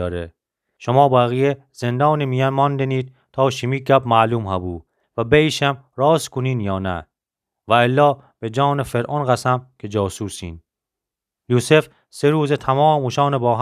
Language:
Gilaki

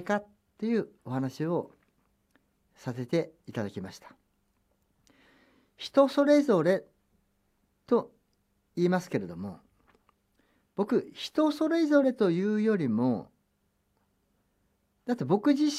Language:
Japanese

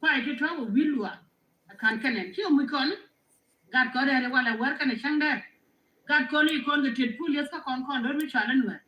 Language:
Nuer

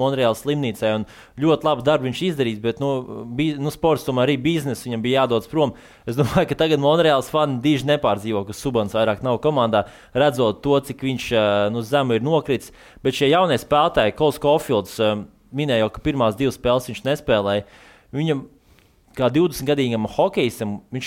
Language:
Latvian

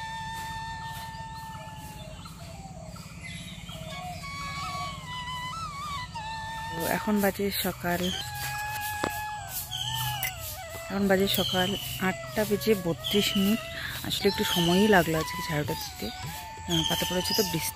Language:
Bangla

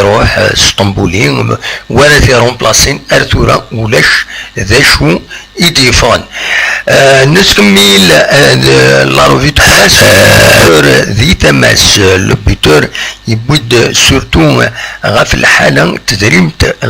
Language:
Kabyle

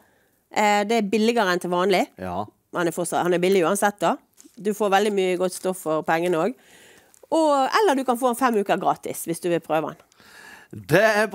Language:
Norwegian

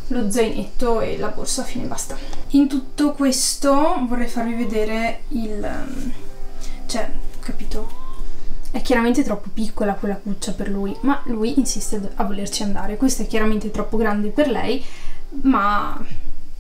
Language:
Italian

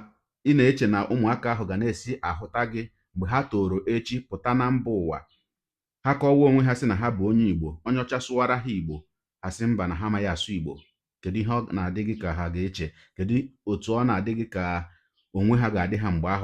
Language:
Igbo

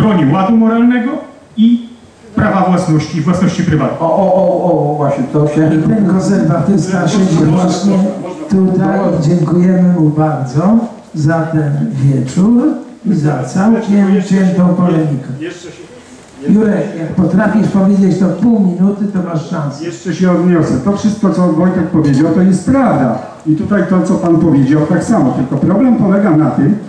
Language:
Polish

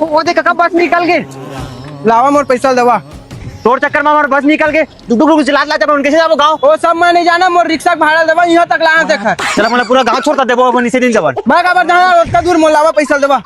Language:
Chhattisgarhi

